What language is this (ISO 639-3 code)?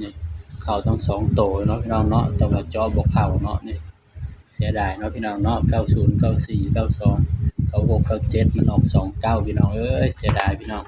tts